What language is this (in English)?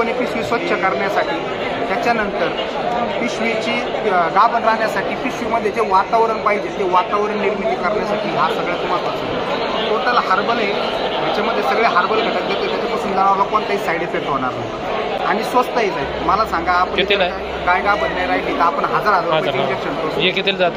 Marathi